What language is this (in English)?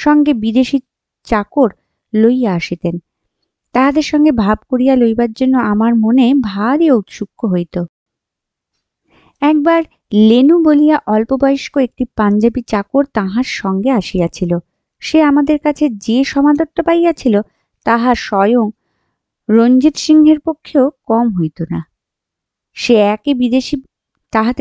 Bangla